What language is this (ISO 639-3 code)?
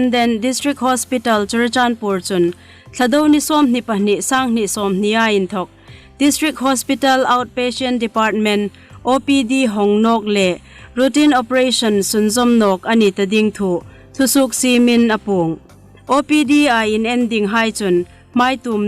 hmr